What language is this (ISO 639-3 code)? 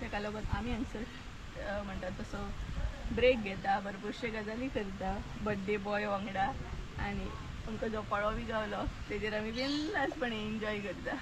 kok